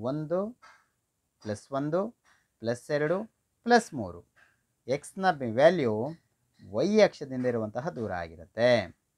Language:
Kannada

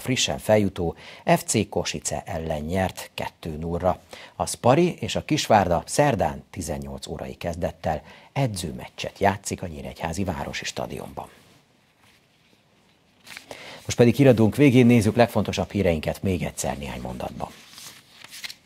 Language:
Hungarian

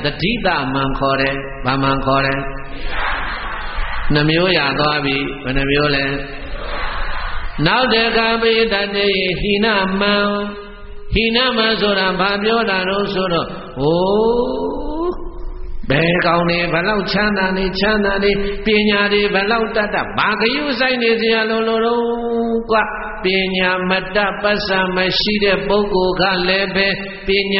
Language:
Burmese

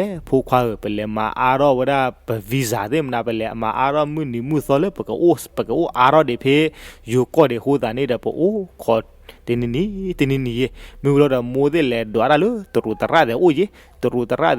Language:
S'gaw Karen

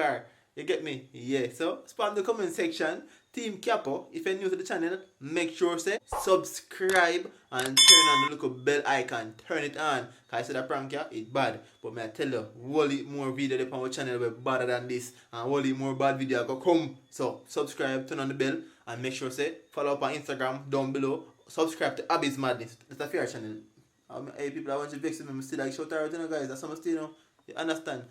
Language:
Jamaican Creole English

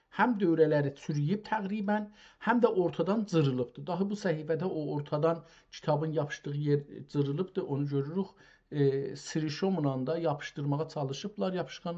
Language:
South Azerbaijani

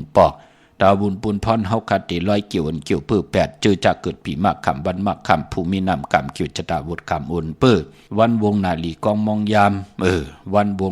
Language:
Shan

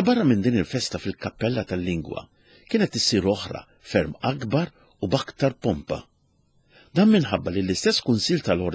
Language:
Maltese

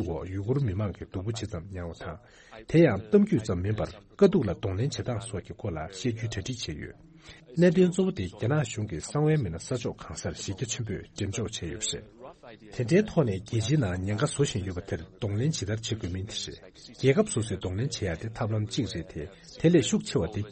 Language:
Tibetan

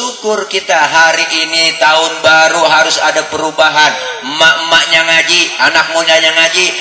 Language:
Betawi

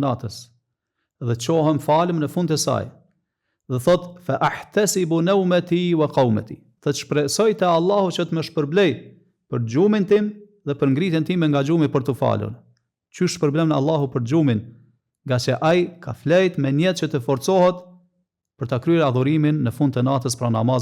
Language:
Albanian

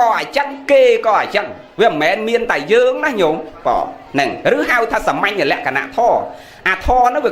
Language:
Khmer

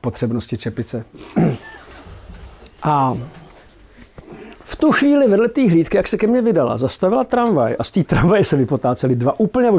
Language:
Czech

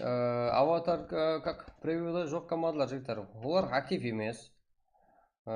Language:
Kara-Kalpak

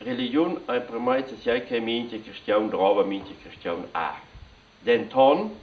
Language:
Romansh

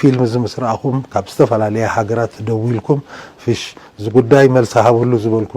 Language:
Tigrinya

